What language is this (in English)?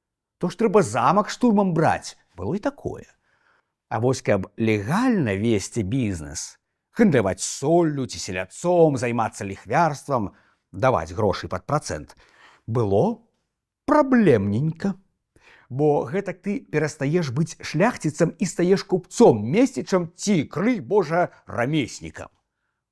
Belarusian